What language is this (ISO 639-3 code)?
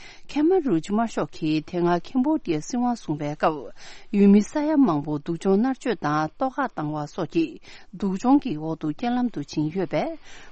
bod